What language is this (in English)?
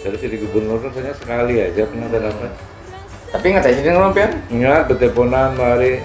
Banjar